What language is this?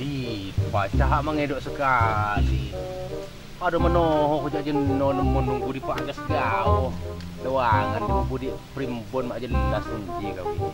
Lampung Api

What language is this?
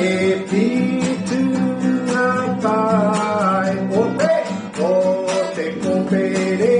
Māori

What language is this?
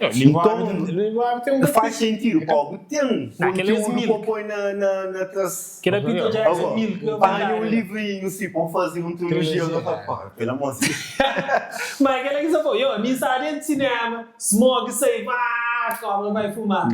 Kabuverdianu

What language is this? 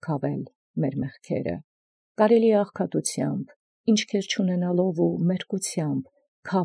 Armenian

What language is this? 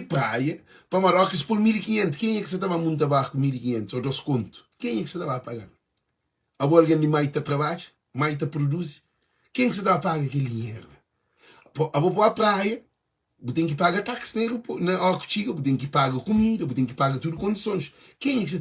Kabuverdianu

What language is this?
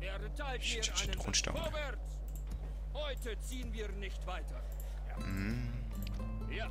Swiss German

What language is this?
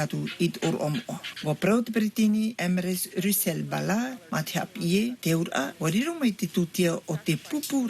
Tahitian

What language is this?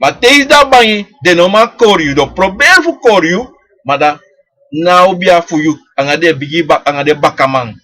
Sranan Tongo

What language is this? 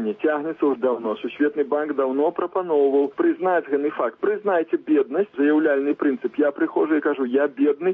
Belarusian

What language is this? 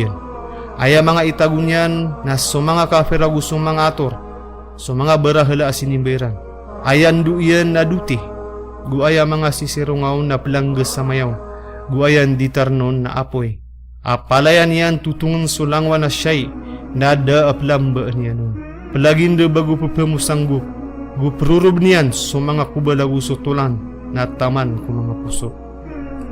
Maranao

